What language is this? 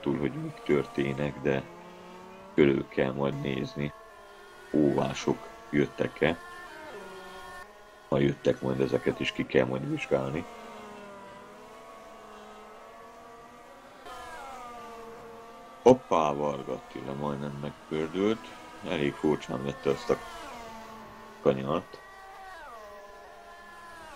Hungarian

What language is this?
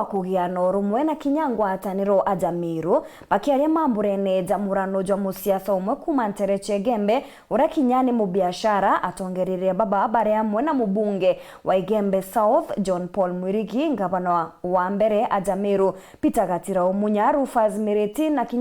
Meru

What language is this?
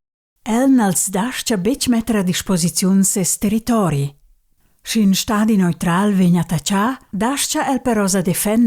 Romansh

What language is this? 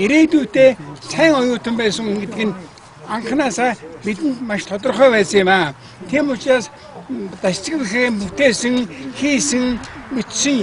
Mongolian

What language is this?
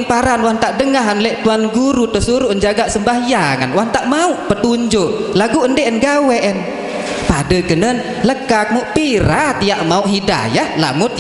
Sasak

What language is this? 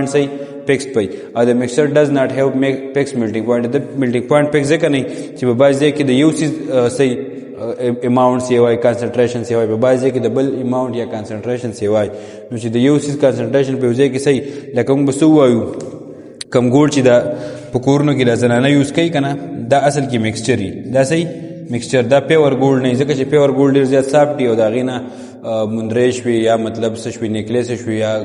Pashto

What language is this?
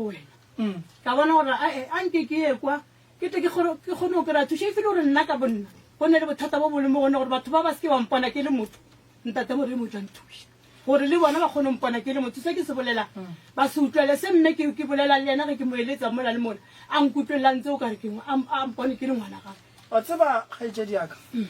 Northern Sotho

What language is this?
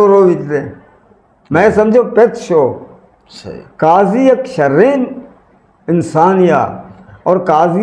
Eastern Balochi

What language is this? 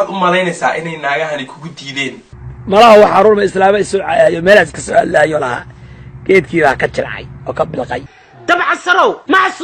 Somali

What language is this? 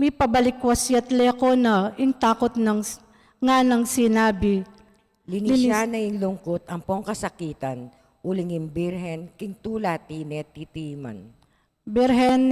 Pampanga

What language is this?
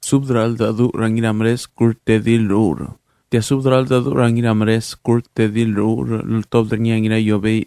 Palauan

